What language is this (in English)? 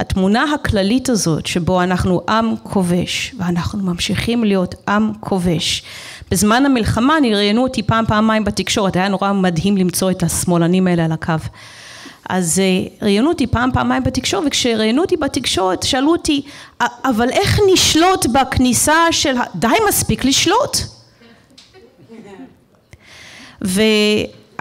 Hebrew